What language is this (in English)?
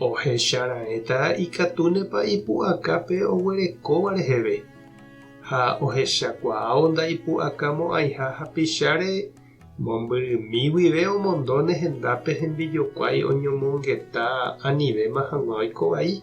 Guarani